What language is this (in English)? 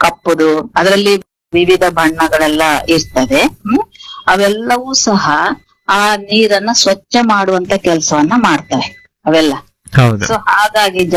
Kannada